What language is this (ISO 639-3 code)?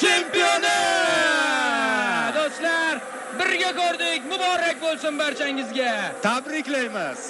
uzb